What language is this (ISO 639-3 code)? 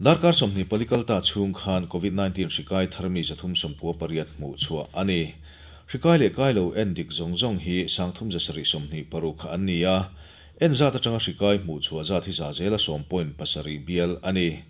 lus